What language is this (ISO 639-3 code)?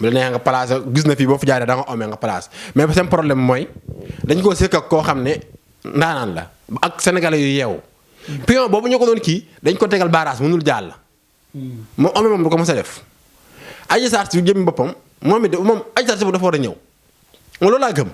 wol